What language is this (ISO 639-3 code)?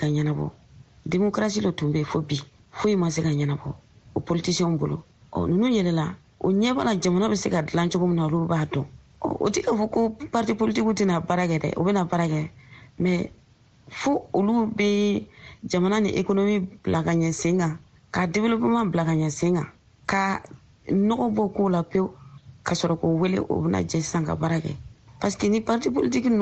bam